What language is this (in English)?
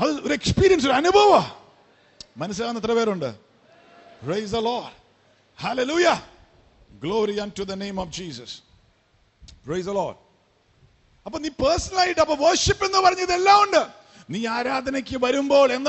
Malayalam